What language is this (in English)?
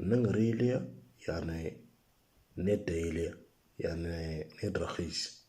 Moro